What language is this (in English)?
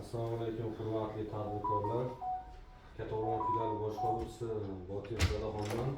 Uzbek